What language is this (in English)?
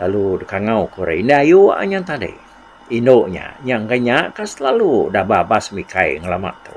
Iban